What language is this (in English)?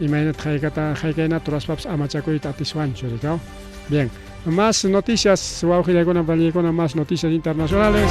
Ayacucho Quechua